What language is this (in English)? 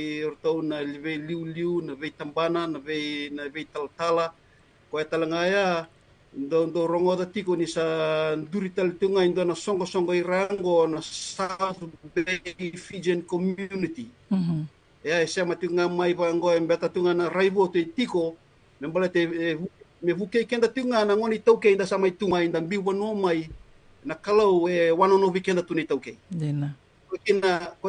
Fijian